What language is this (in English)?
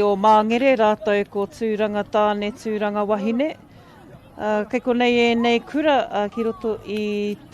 Māori